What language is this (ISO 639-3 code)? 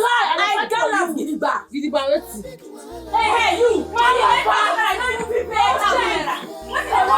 pcm